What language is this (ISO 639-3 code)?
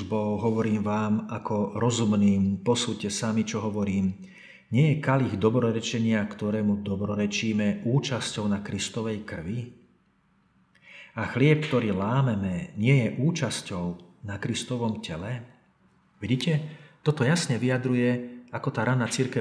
slk